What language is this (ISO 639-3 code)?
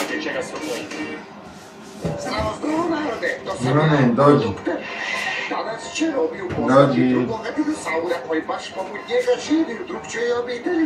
hrv